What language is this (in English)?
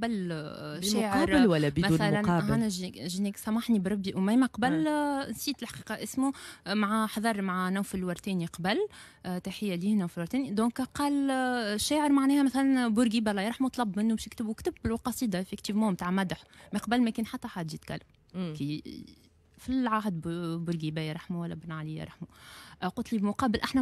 Tunisian Arabic